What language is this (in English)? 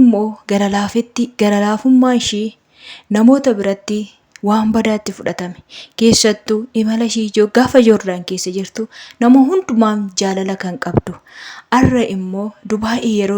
Oromo